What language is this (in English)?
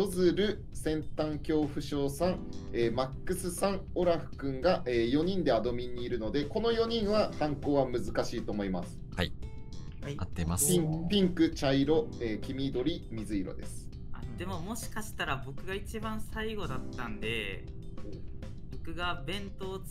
Japanese